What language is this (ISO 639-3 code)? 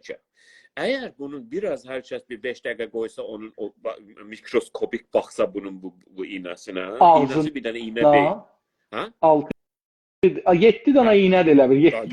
azb